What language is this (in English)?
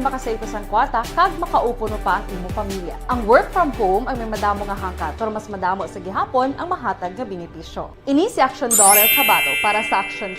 Hiligaynon